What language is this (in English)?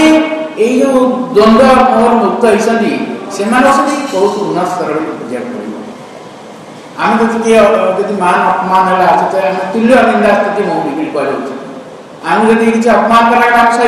Odia